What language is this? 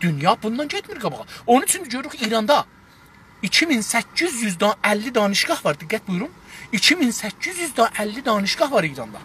South Azerbaijani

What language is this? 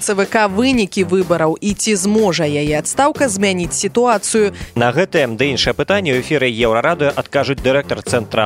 Belarusian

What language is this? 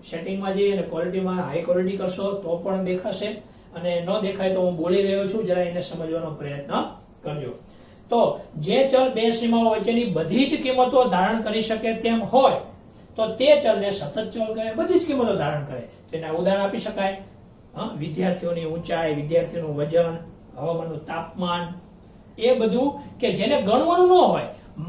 Gujarati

